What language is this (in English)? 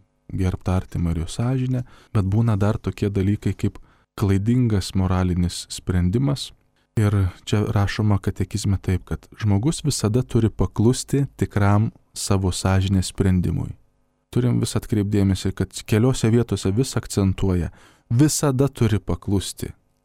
Lithuanian